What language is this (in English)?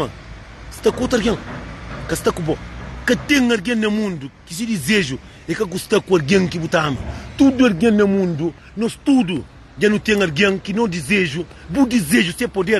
Kabuverdianu